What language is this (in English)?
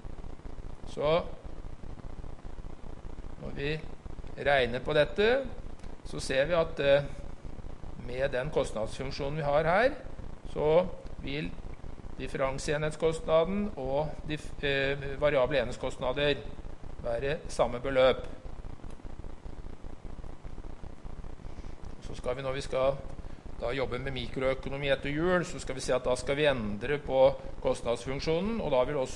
Norwegian